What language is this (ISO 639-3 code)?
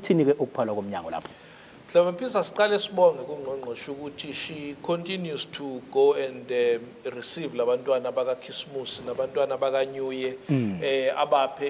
zul